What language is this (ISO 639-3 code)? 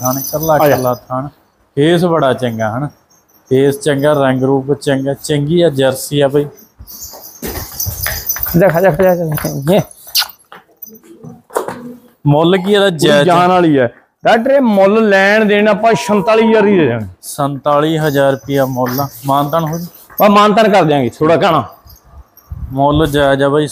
pan